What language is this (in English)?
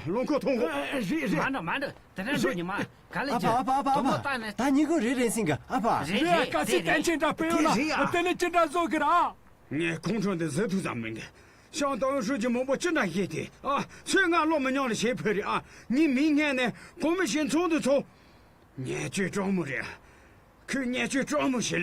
Tibetan